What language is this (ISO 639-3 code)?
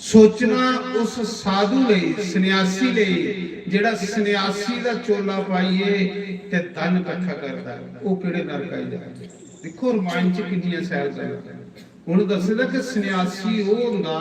doi